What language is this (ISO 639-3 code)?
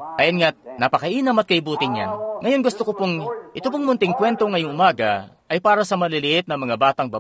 fil